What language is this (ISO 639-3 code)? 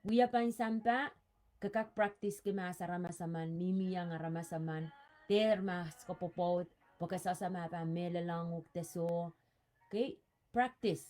pon